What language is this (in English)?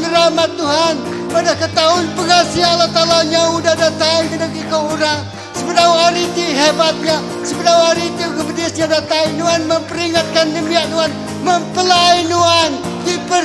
Iban